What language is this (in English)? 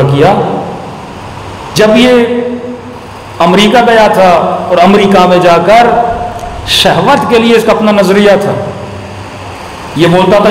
Urdu